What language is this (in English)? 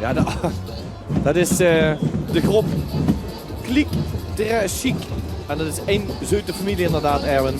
Limburgish